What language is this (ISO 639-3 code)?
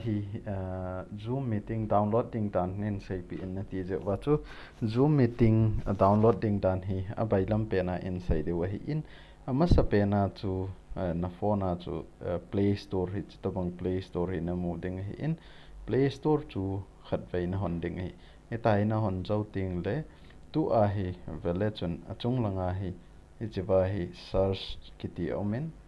tcz